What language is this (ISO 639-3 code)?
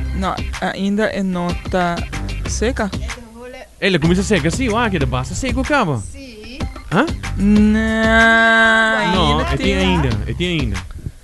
pap